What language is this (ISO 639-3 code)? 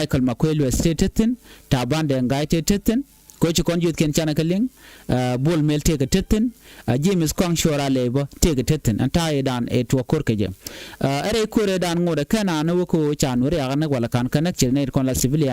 nus